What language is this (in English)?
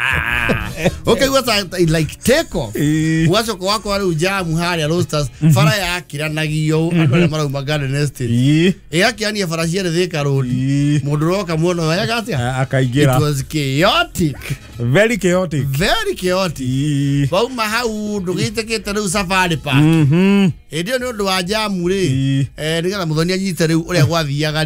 Kikuyu